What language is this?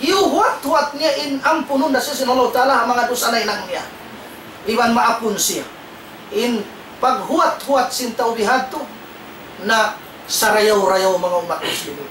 Tausug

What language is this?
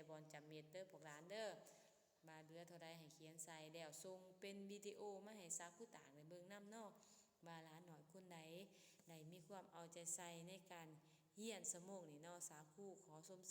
Lao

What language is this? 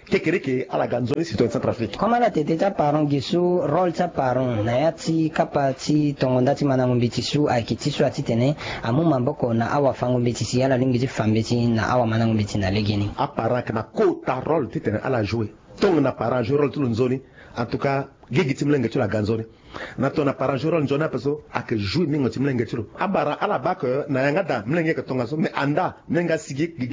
Sango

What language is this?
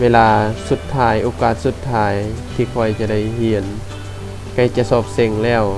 Lao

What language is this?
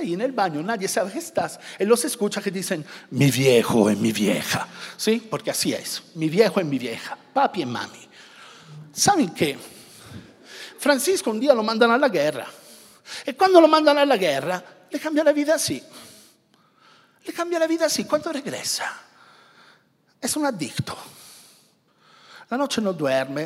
Spanish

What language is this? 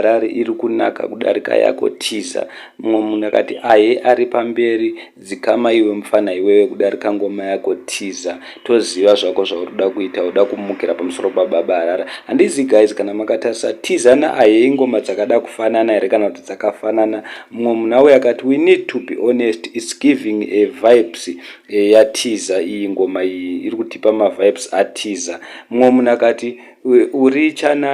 Shona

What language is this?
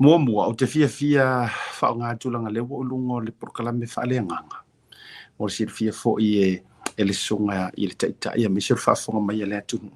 Samoan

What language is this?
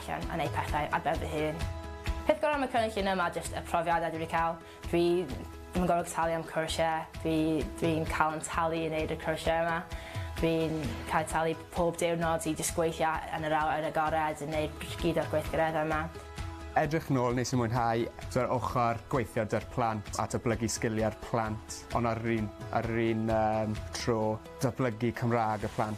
Welsh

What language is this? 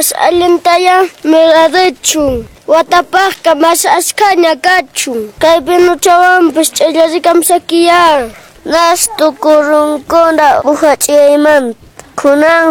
Quechua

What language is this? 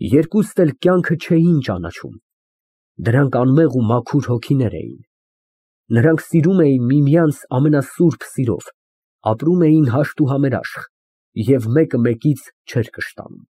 Armenian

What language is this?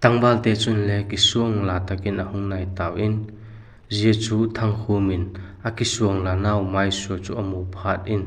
Vaiphei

